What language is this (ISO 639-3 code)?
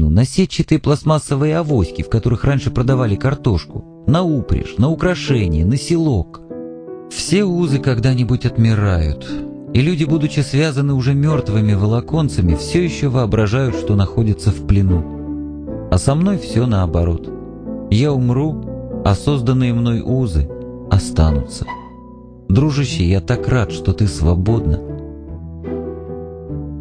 rus